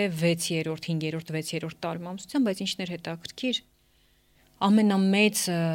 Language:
Armenian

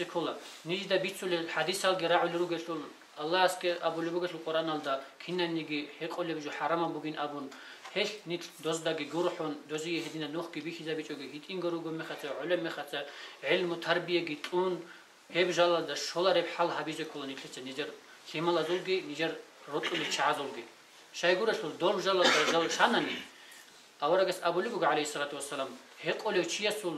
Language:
Avaric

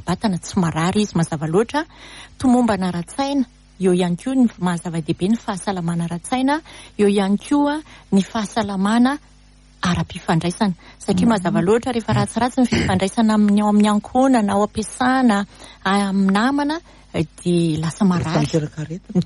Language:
Malagasy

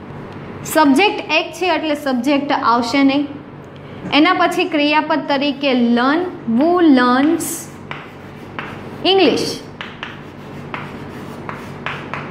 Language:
Gujarati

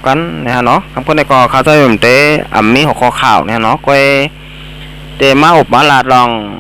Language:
Shan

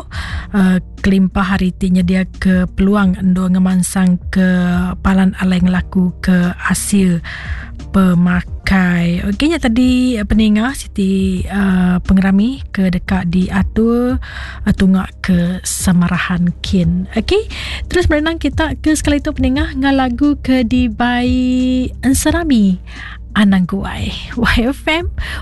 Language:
Iban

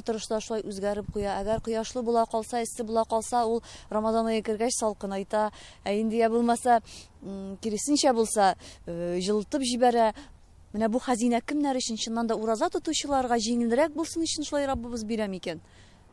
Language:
Tatar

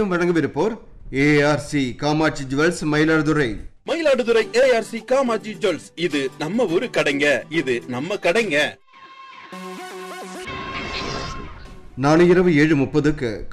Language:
Tamil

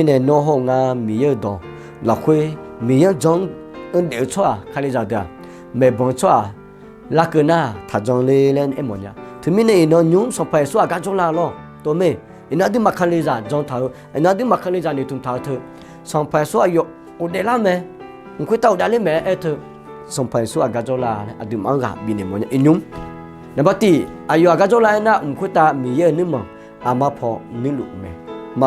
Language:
Akha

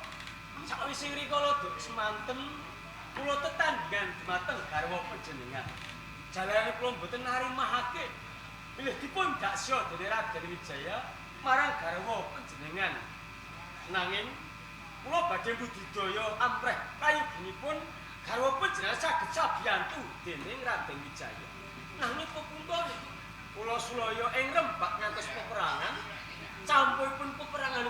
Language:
Javanese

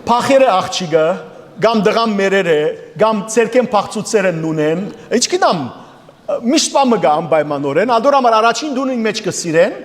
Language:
Western Armenian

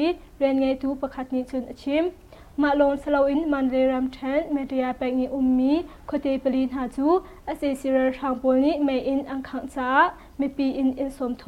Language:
Hakha Chin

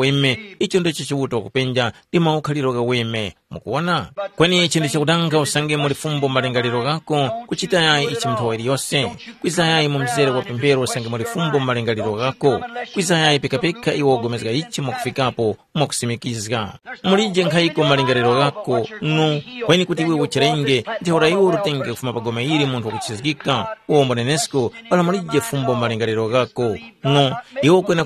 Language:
Tumbuka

